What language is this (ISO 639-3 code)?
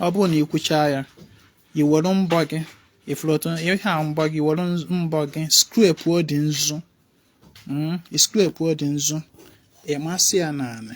ibo